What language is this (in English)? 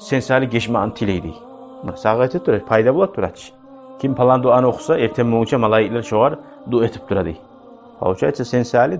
Kumyk